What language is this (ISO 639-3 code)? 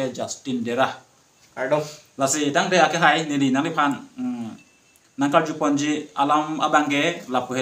mjw